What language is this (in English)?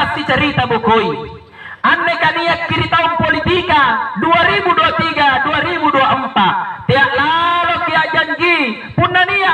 Makasar